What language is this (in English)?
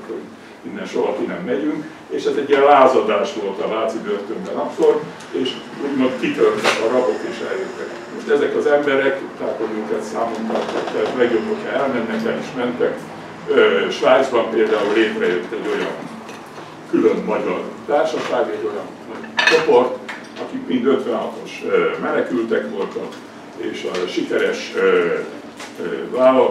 Hungarian